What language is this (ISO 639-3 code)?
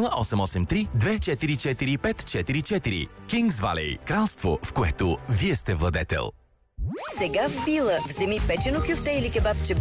bul